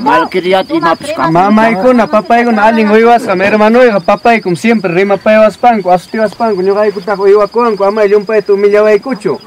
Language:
Ayacucho Quechua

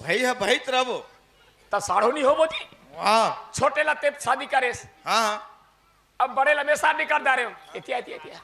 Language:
Chhattisgarhi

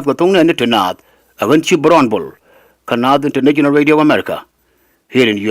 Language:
Nuer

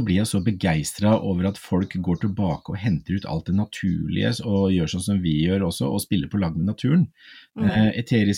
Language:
Norwegian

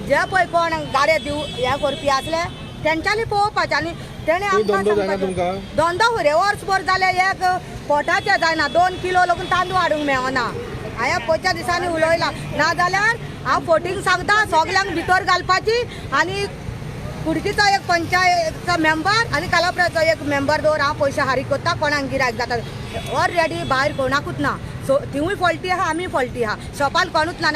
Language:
Konkani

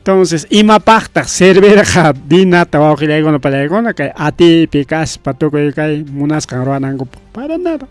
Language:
Ayacucho Quechua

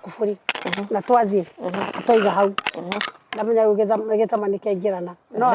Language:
Kikuyu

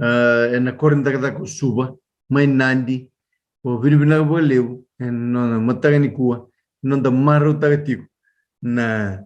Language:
Fijian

